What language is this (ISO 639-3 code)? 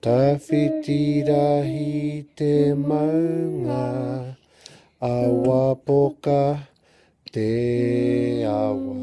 mri